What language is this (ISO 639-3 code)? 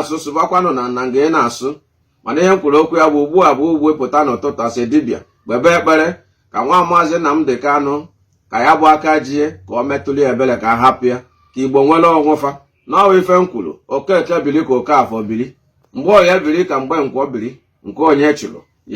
ibo